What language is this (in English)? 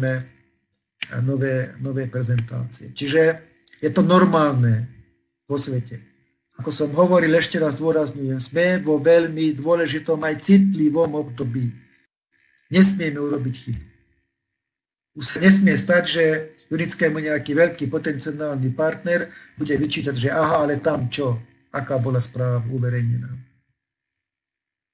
Slovak